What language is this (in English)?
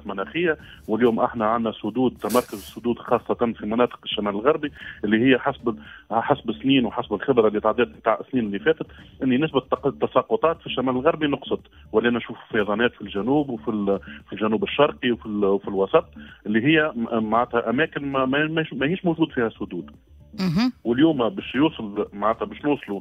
Tunisian Arabic